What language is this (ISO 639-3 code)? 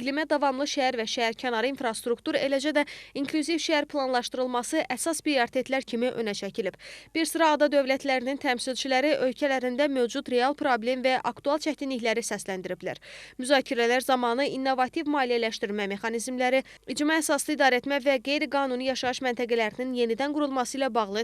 aze